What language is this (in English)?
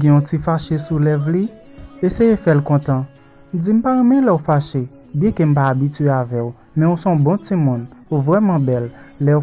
Haitian Creole